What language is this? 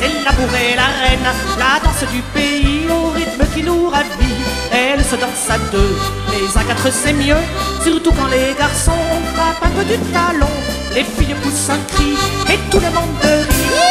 French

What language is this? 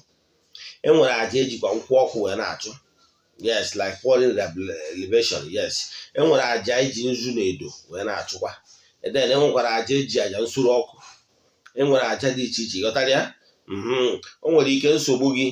Igbo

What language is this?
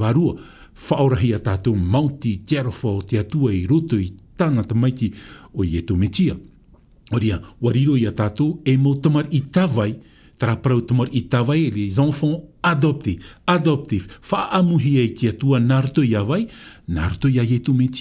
Tahitian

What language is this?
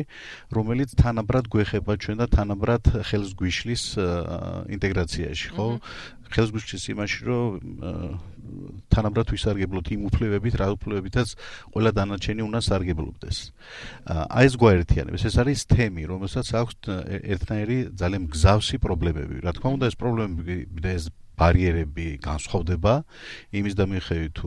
Georgian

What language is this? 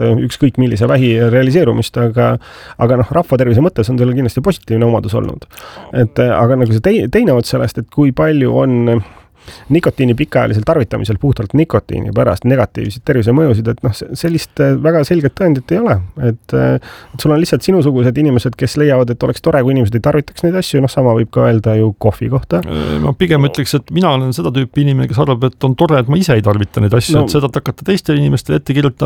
Estonian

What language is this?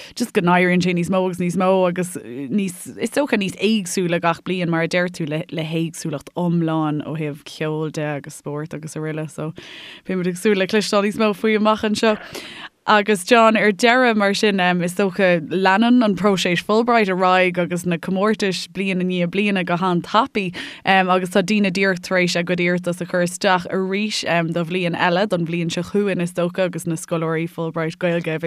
Irish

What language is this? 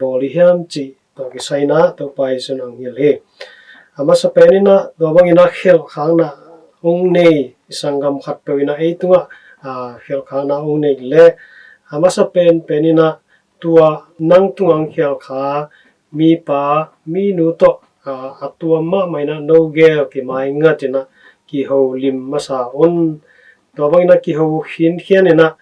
Tedim Chin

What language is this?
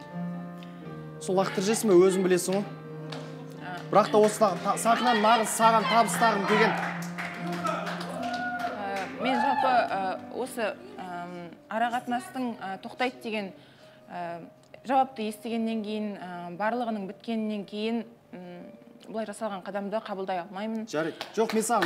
Kazakh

